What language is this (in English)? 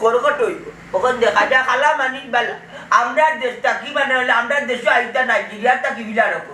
Sylheti